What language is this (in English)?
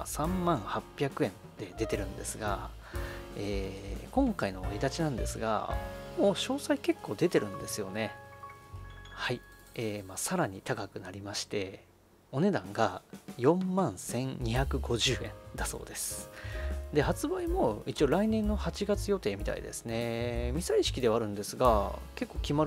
Japanese